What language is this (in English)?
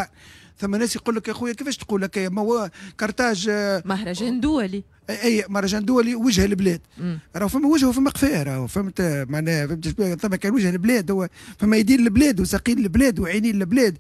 Tunisian Arabic